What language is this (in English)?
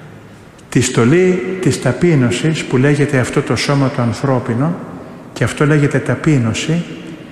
Greek